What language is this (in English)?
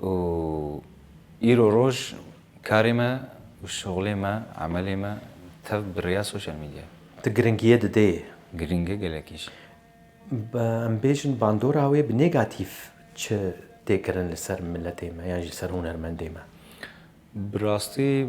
Kurdish